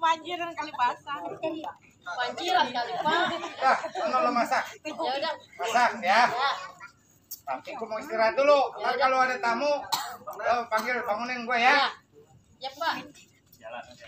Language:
Betawi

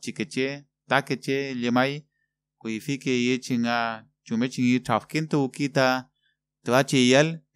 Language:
Mapuche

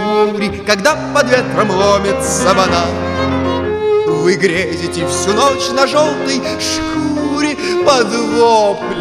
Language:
Russian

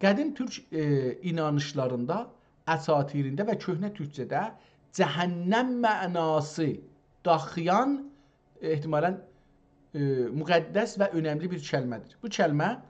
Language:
South Azerbaijani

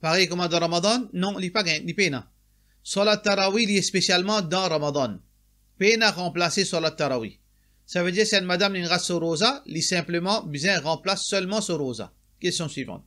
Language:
Morisyen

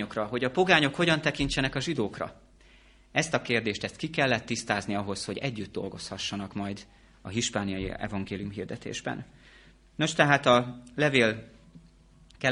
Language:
Hungarian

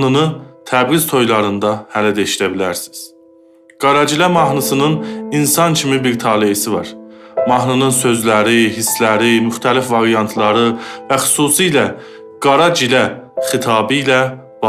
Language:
South Azerbaijani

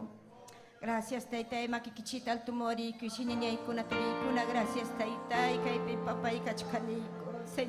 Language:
Ayacucho Quechua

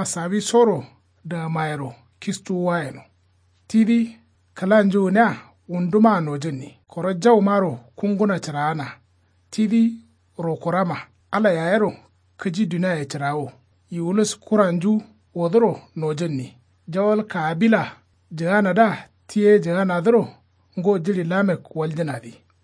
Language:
Kanuri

